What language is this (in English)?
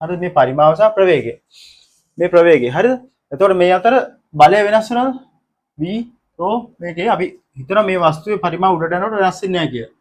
Sinhala